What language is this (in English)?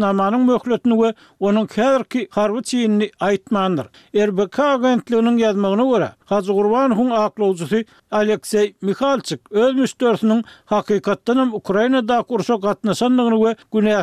Turkmen